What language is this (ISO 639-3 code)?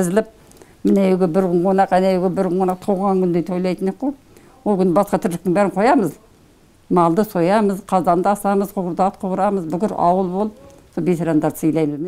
kaz